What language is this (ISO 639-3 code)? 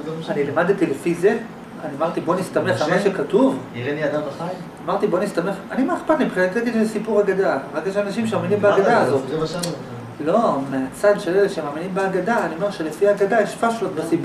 heb